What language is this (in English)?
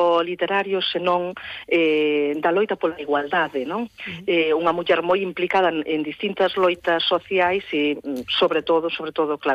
Galician